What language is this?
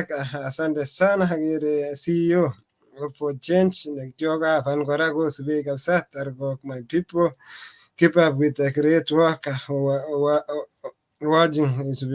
Kalenjin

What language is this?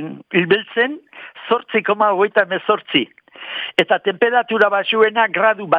Basque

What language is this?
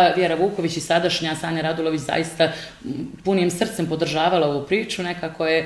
Bosnian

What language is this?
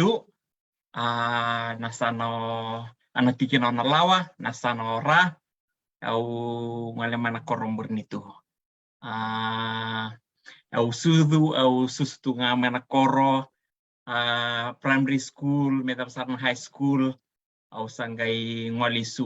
Fijian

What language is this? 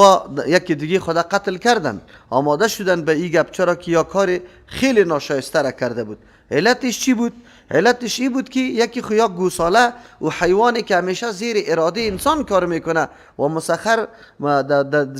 Persian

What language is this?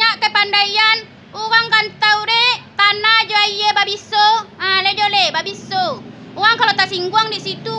Minangkabau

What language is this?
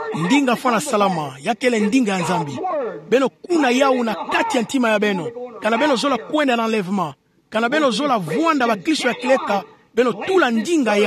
Kituba (Democratic Republic of Congo)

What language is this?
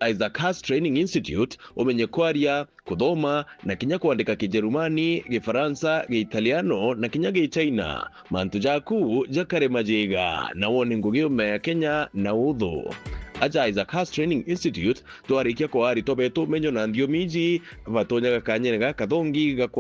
Meru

